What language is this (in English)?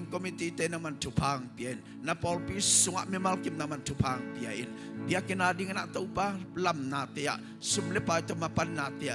Tedim Chin